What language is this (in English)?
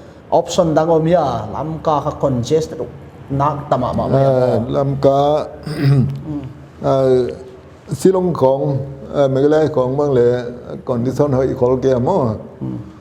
Paite Chin